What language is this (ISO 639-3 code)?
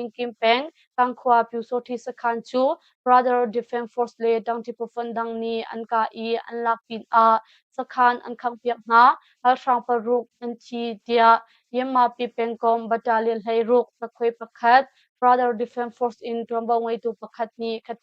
cnh